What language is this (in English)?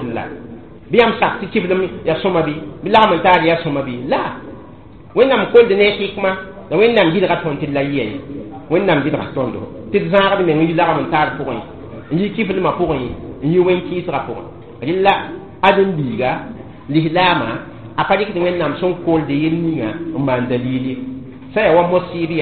Mossi